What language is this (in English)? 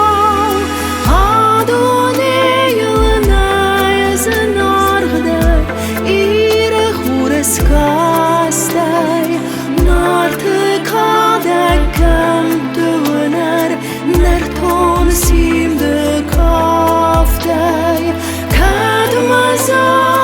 Ossetic